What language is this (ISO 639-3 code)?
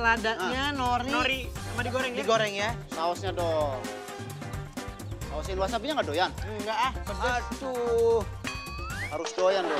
ind